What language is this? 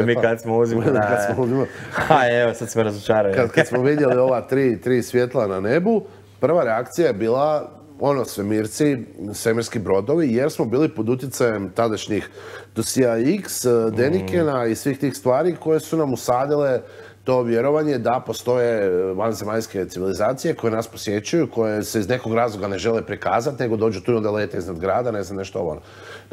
Croatian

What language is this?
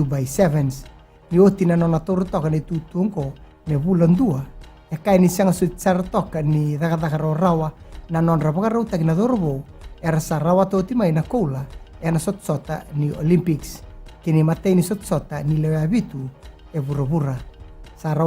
Fijian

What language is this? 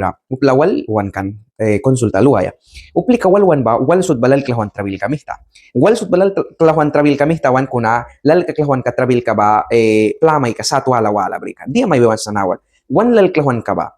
Mískito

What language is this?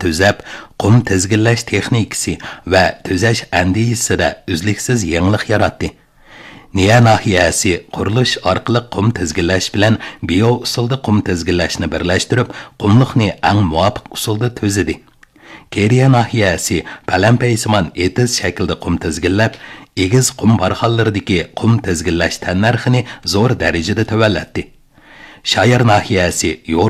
Uyghur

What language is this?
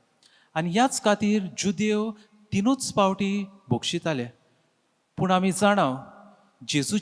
Konkani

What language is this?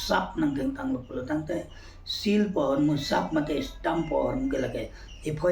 Karbi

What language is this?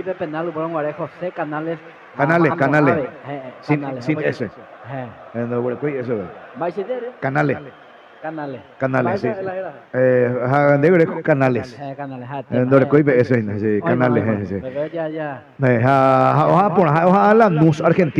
Guarani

